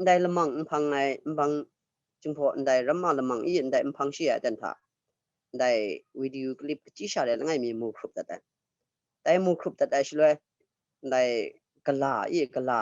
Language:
Kachin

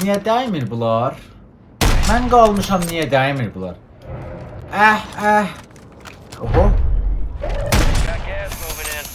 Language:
South Azerbaijani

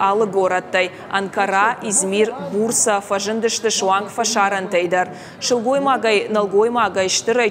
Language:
Ossetic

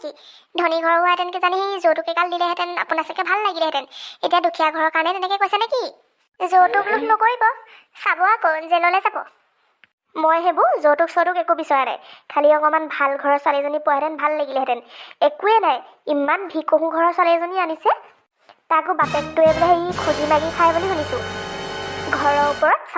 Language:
Assamese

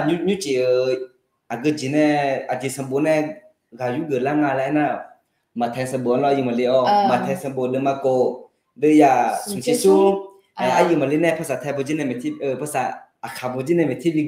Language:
Akha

